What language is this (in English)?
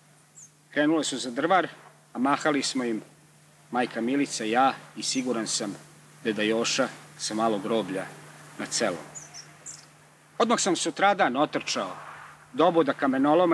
Serbian